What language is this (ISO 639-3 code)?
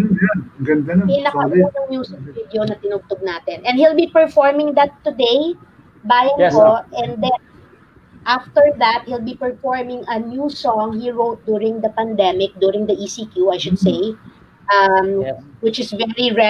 fil